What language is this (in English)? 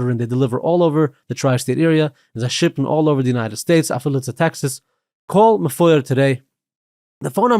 Yiddish